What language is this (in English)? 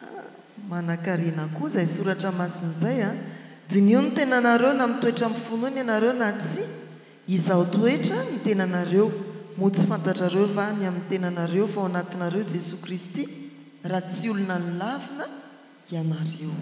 Malagasy